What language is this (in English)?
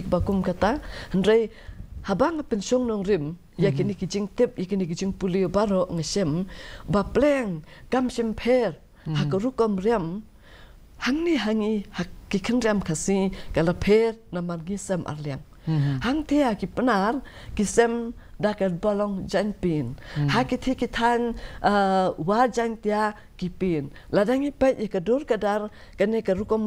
Khasi